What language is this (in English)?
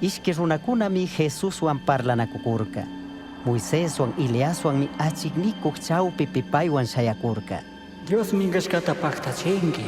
Chimborazo Highland Quichua